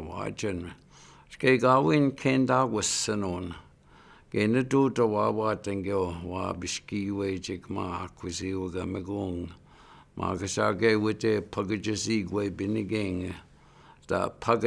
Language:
Chippewa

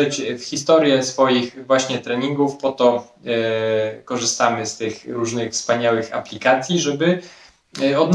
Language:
Polish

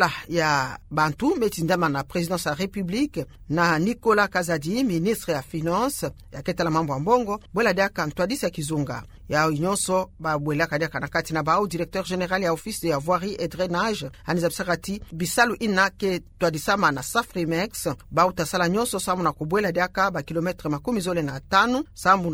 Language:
Kituba (Democratic Republic of Congo)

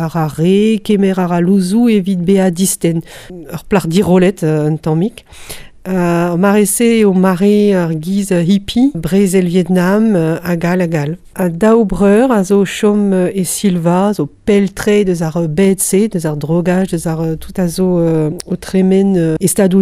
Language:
Breton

